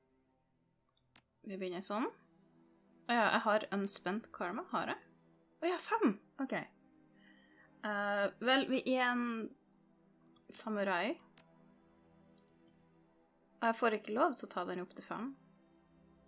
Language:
Norwegian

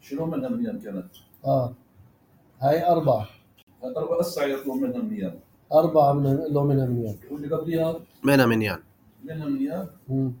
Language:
North Levantine Arabic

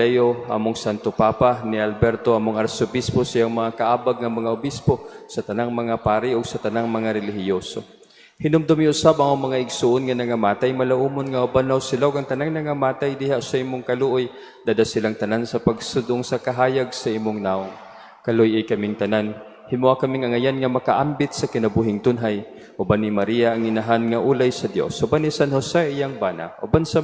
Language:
Cebuano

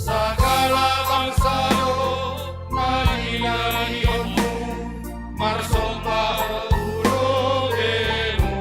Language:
Batak Simalungun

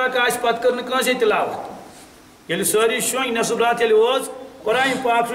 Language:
Kashmiri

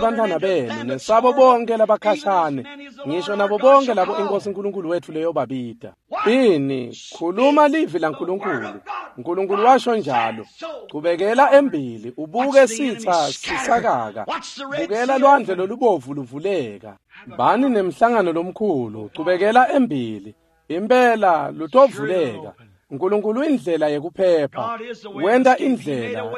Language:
Swati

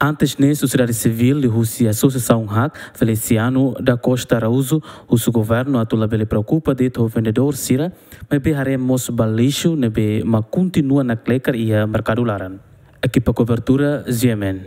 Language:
Tetum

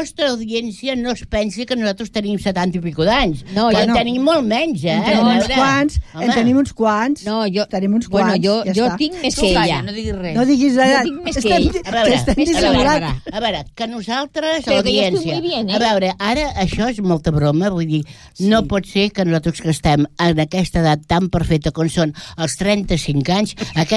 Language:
Catalan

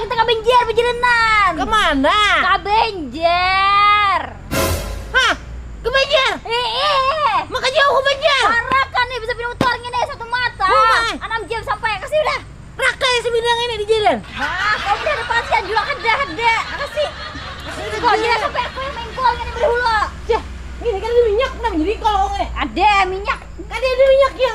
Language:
Banjar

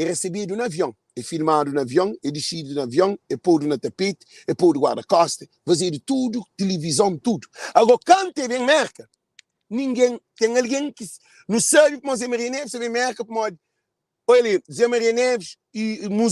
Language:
Kabuverdianu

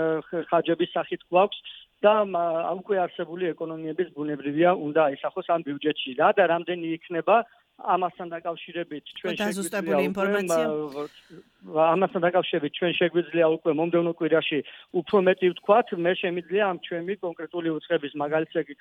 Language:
Georgian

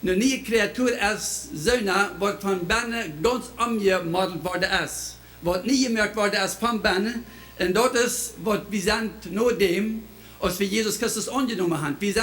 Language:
Plautdietsch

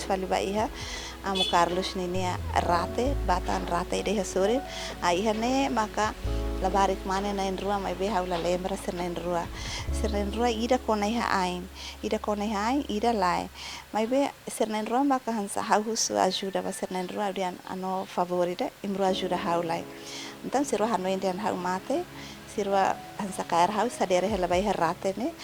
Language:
Tetum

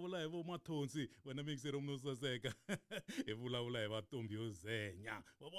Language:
Tsonga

